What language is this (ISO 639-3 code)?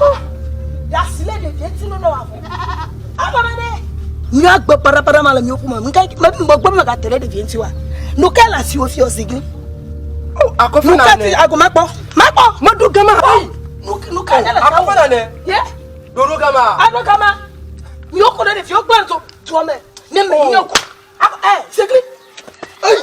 ewe